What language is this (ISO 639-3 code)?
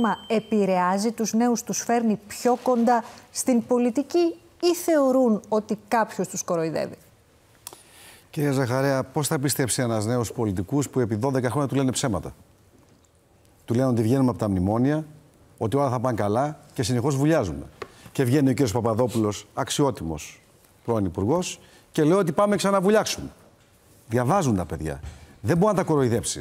ell